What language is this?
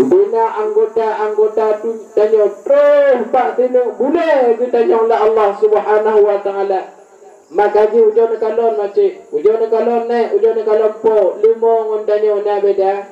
Achinese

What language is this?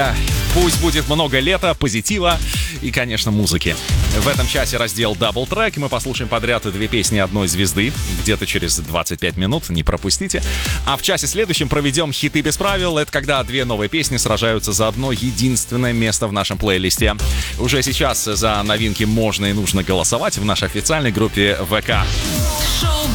Russian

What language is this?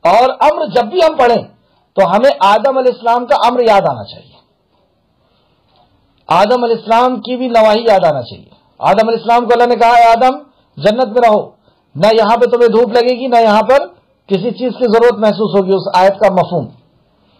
Urdu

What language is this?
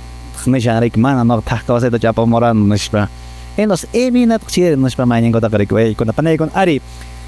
Quechua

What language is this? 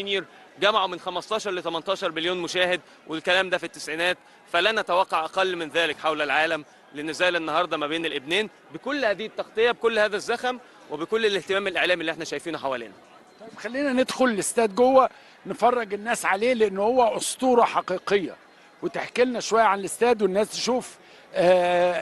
Egyptian Arabic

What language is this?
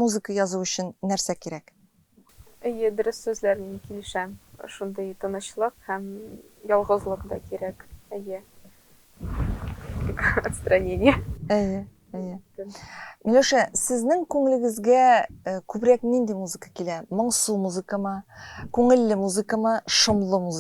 Tatar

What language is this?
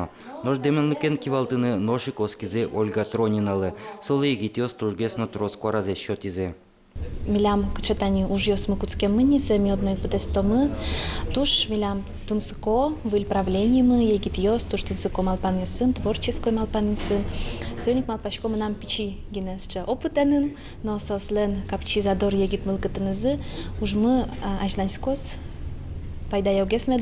Udmurt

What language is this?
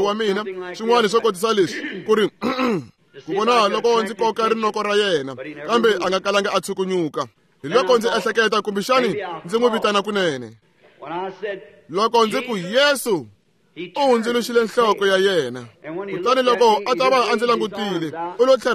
Tsonga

